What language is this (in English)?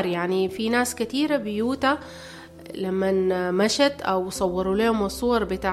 Sudanese Arabic